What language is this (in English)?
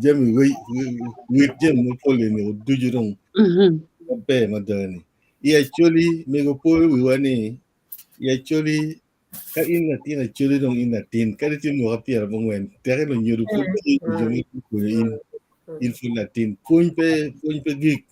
Acoli